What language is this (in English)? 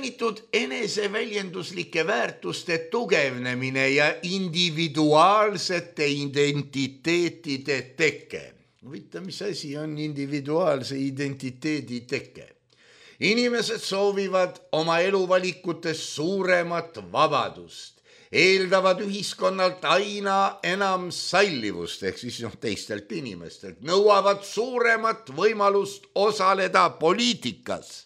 Estonian